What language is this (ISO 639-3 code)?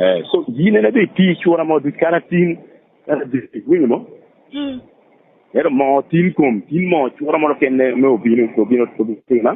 laj